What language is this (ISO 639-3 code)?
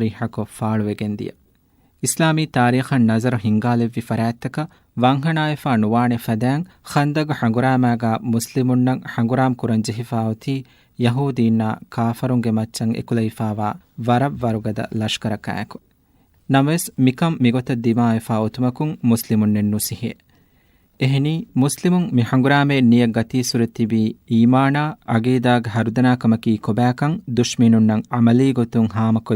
div